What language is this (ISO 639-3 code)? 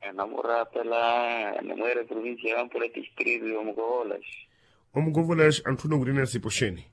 vmw